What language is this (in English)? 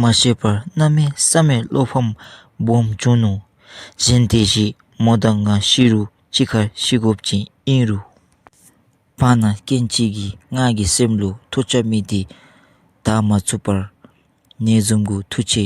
Dzongkha